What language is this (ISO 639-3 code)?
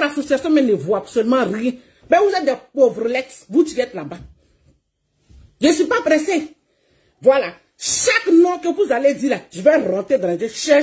fra